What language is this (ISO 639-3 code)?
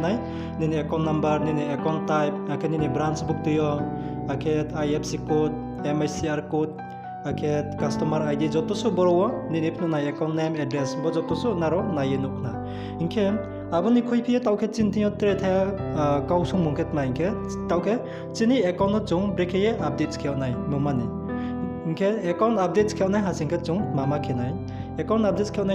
ria